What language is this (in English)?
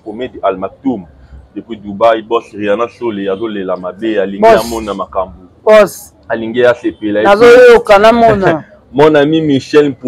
Lingala